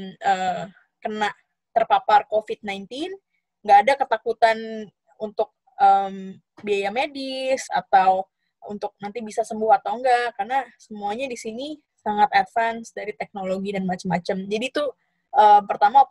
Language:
Indonesian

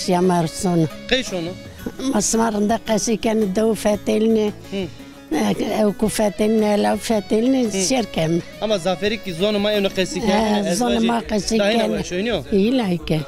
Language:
Zaza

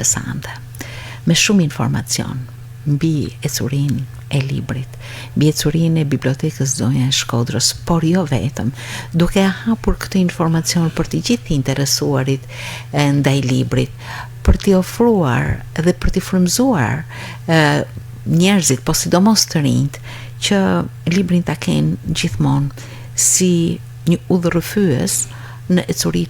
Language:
Albanian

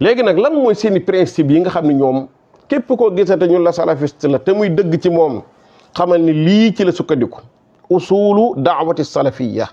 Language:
Wolof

